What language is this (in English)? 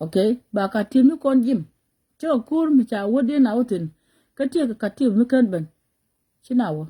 Nuer